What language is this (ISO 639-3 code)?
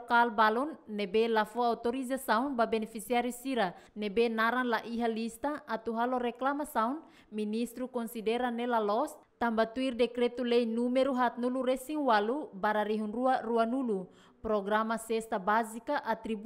tet